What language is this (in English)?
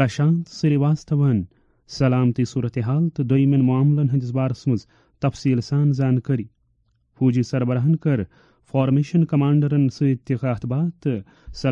Kashmiri